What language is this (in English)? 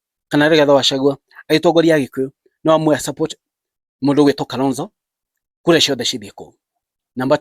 Kikuyu